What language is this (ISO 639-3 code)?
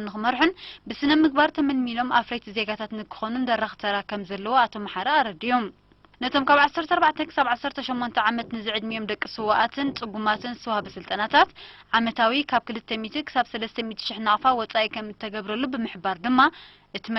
tir